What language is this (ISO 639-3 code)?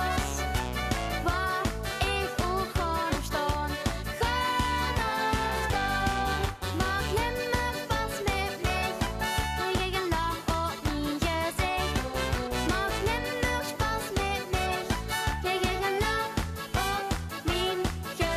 lim